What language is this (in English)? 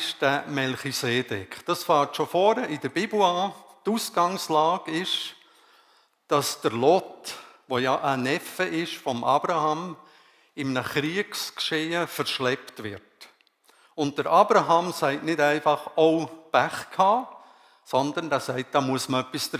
Swiss German